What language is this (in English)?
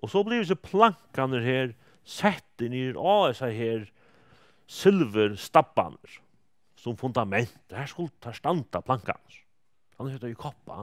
Faroese